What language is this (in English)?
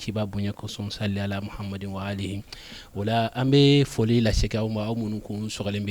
Bambara